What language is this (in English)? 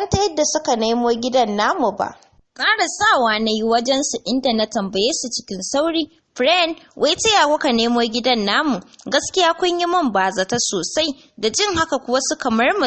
Hausa